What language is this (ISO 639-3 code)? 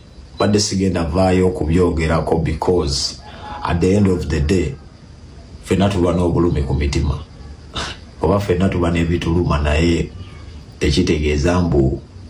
lug